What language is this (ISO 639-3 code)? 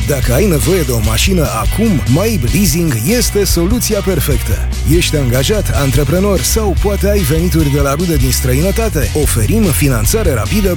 ron